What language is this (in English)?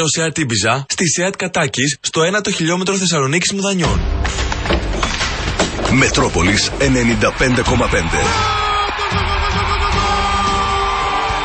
Greek